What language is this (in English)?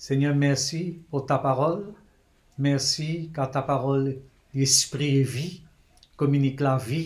Morisyen